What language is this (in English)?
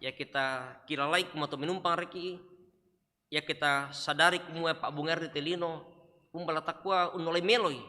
Toraja-Sa'dan